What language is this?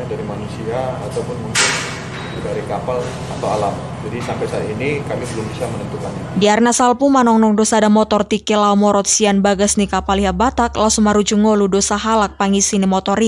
Batak Toba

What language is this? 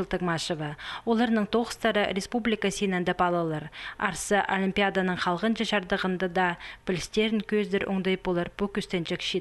Khakas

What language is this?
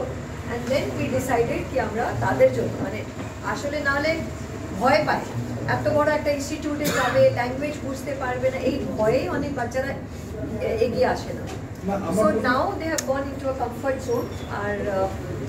Bangla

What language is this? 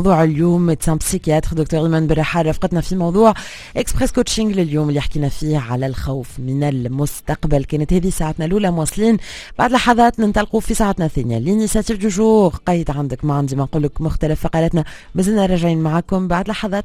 Tunisian Arabic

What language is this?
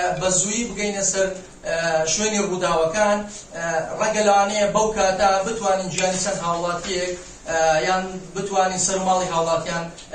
Central Kurdish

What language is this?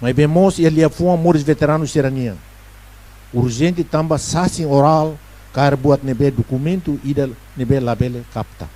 Tetum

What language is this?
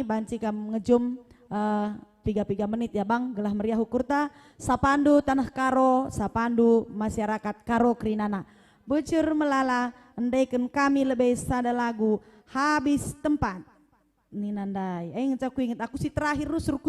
Batak Karo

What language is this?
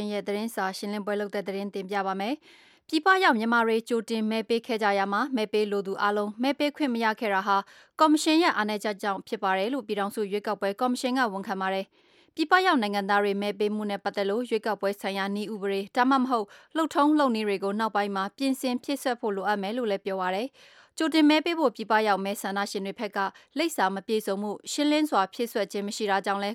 Burmese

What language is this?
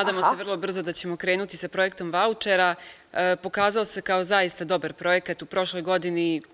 Bosnian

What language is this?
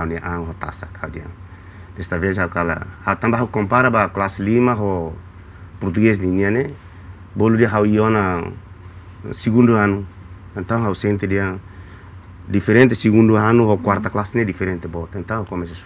Tetum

